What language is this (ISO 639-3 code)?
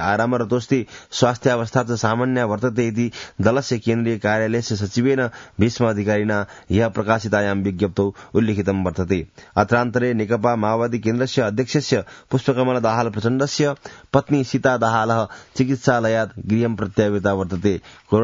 san